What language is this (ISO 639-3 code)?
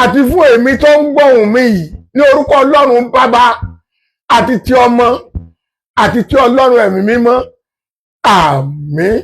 yor